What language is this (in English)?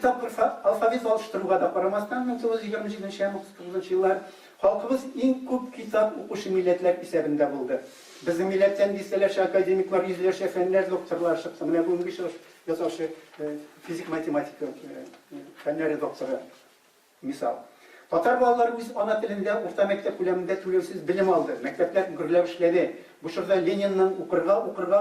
Tatar